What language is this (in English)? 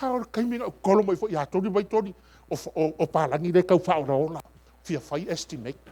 Samoan